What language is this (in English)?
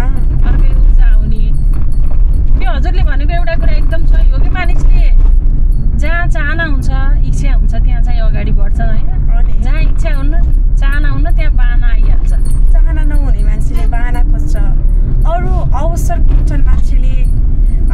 Nepali